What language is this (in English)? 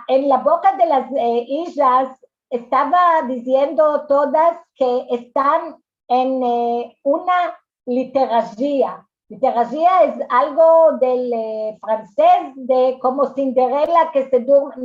Ladino